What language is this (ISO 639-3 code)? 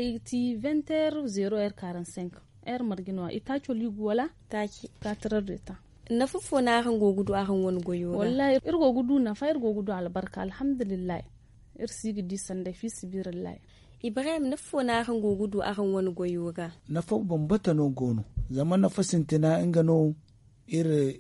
dje